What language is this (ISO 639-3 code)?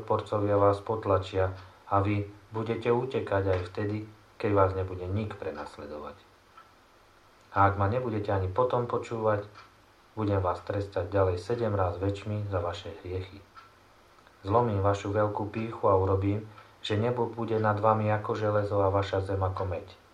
slk